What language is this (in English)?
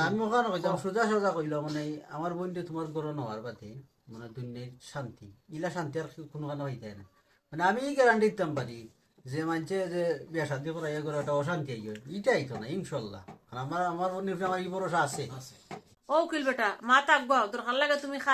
Sylheti